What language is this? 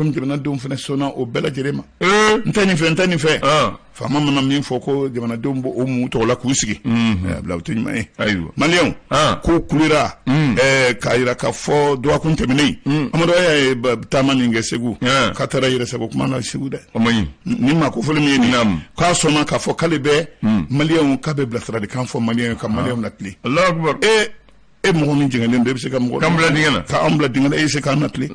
Bambara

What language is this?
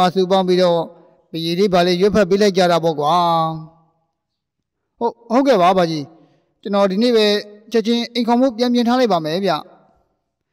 Burmese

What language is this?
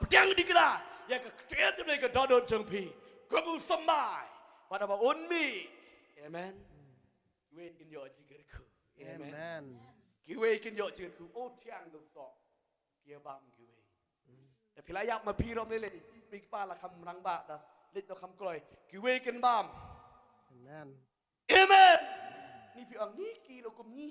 Khasi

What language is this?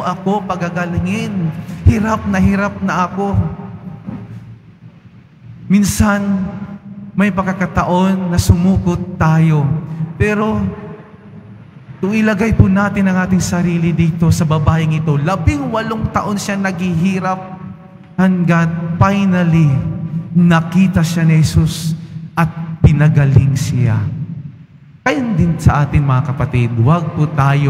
Filipino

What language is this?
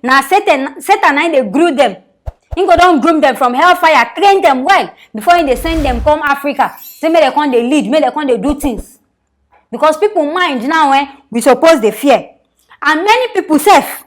Nigerian Pidgin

